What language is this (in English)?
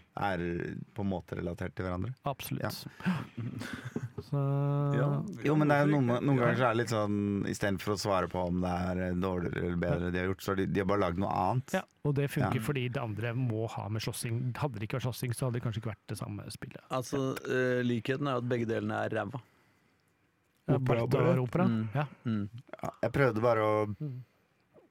Norwegian